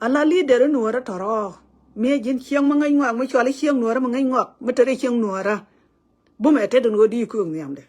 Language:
Nuer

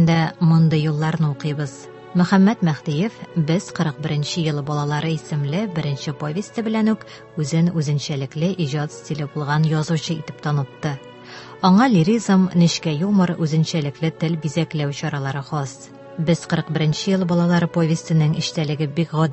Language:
Tatar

